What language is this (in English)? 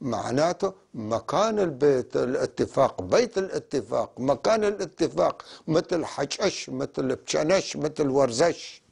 North Levantine Arabic